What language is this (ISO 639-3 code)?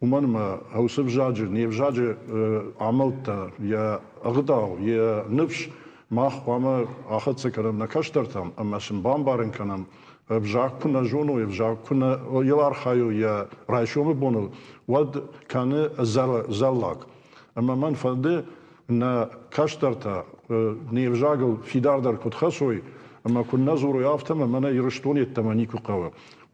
oss